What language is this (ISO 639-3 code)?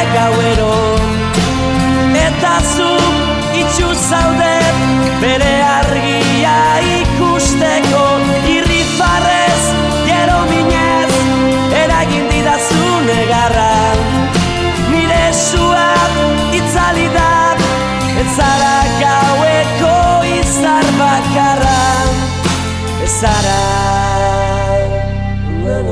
eus